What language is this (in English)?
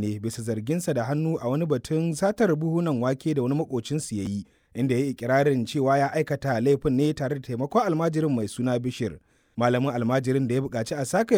Hausa